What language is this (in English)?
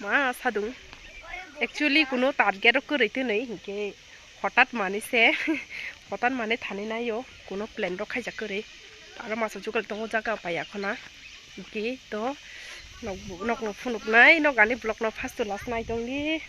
Kok Borok